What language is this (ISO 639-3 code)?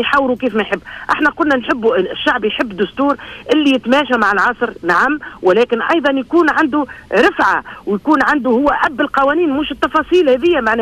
aeb